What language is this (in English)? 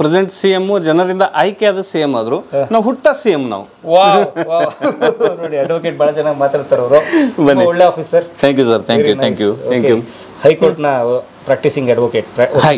Kannada